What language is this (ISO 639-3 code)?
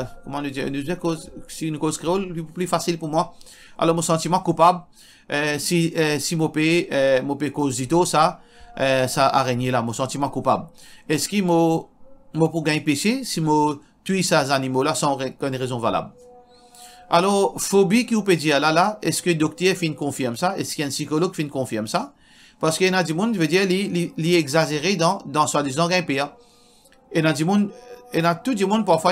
mfe